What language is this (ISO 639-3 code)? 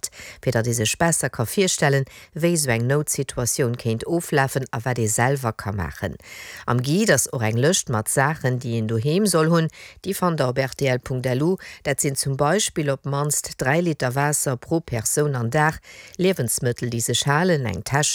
ltz